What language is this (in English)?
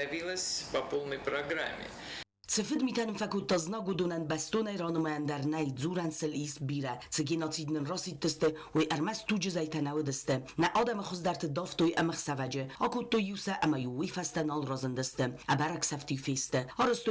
Ossetic